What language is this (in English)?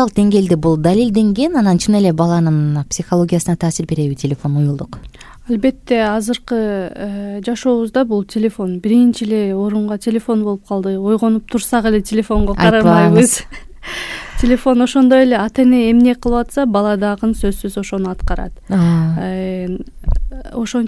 Kyrgyz